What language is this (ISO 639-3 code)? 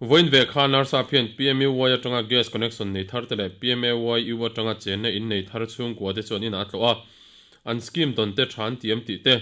lus